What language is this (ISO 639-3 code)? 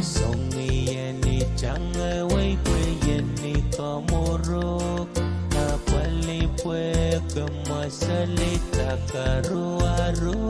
pon